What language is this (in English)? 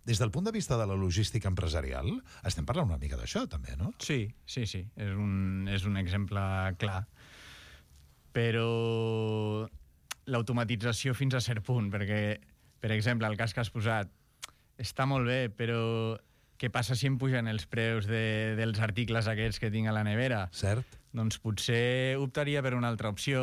Catalan